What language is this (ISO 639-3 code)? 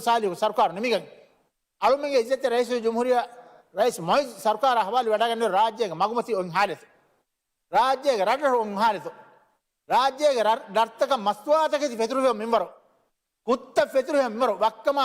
div